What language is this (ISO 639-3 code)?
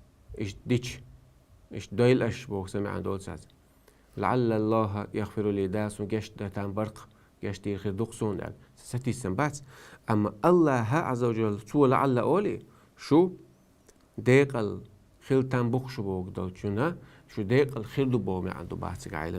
che